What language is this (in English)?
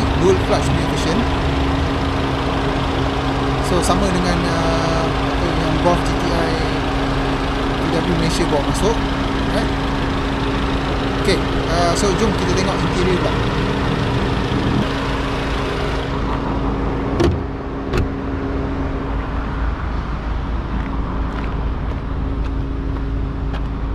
Malay